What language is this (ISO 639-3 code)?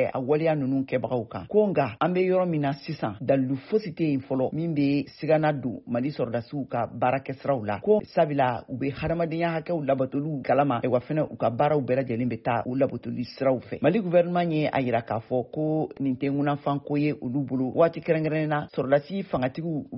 bam